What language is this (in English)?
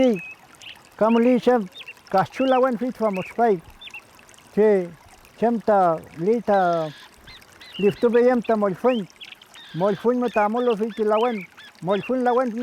Mapuche